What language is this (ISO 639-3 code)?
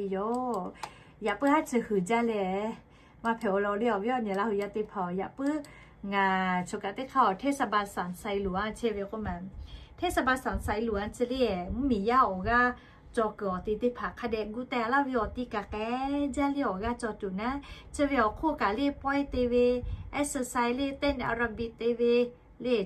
lhu